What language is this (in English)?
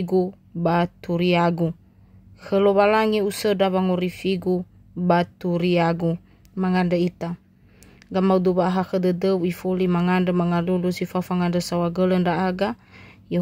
Nias